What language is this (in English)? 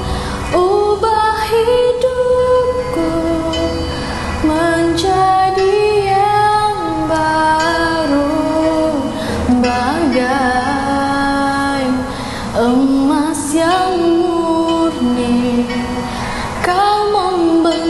Malay